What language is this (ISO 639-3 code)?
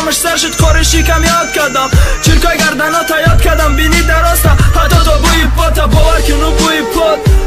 tgk